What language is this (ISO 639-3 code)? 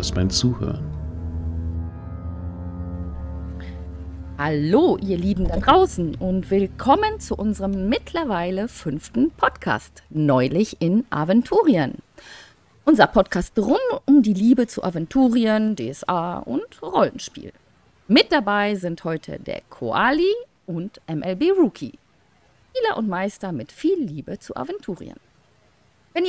deu